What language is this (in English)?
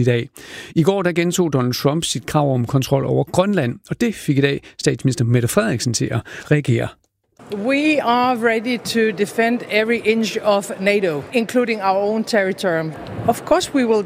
Danish